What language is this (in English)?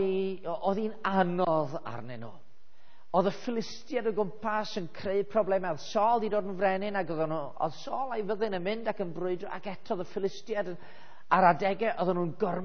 Welsh